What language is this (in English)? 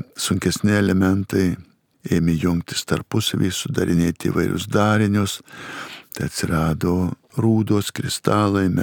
Lithuanian